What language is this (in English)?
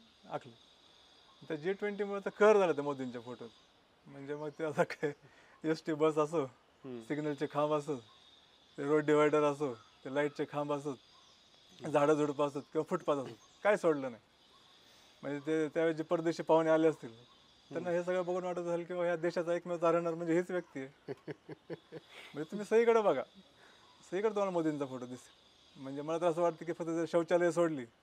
Marathi